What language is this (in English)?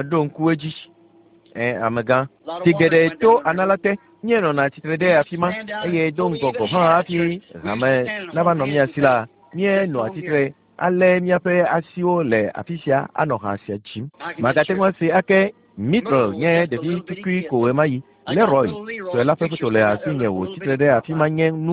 Ewe